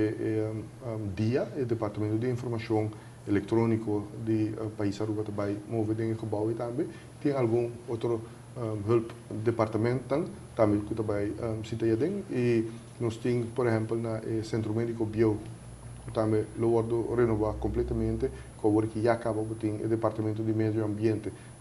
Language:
Papiamento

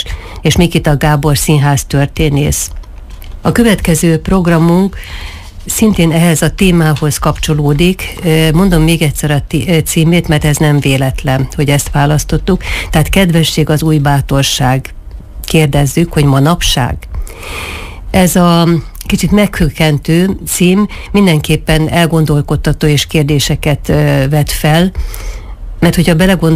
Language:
Hungarian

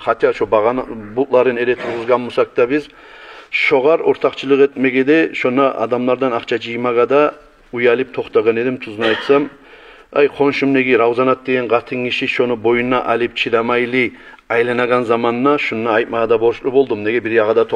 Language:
Kumyk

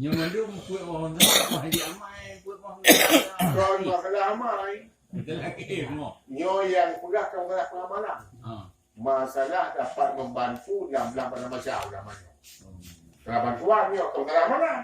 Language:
Achinese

